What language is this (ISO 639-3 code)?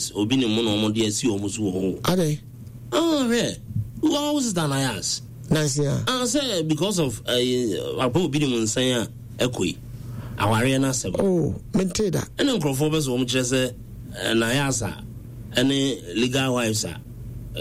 aka